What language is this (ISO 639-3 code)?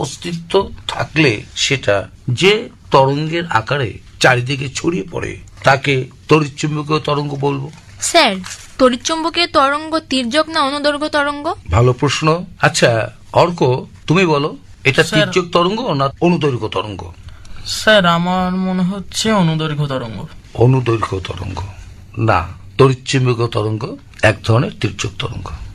ben